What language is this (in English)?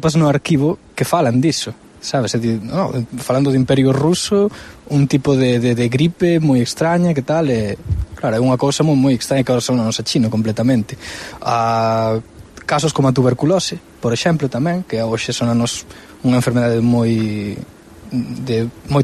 Galician